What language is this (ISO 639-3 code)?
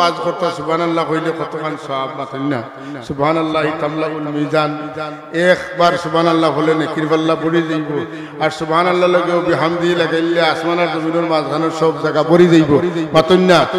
syl